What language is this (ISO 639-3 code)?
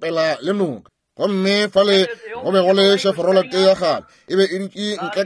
nso